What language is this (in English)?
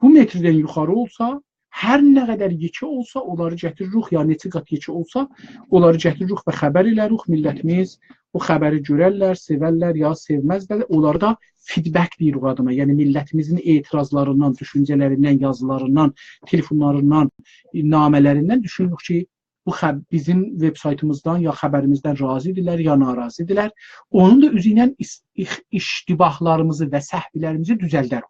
South Azerbaijani